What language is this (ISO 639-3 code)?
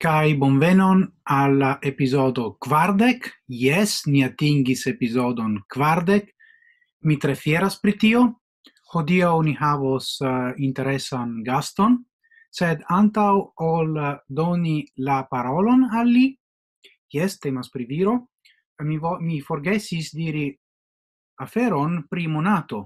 epo